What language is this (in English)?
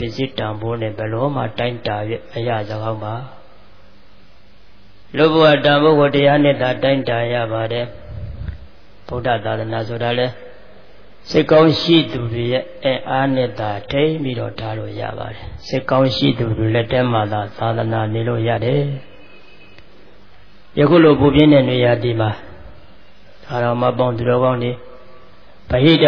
Burmese